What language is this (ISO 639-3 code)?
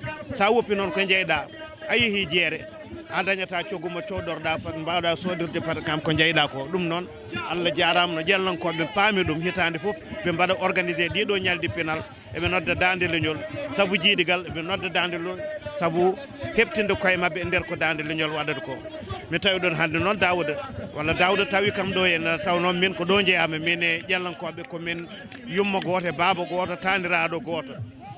ful